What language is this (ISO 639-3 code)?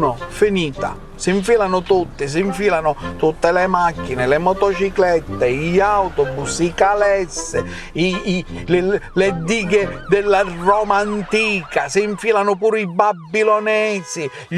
scn